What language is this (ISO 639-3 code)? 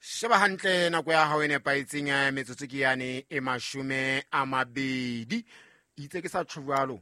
sot